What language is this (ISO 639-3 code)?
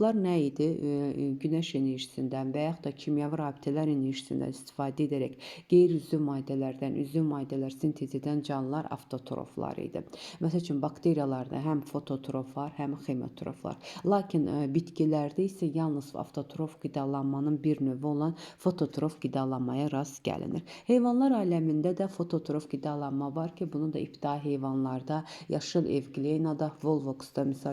aze